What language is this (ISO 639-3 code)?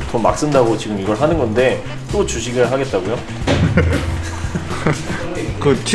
kor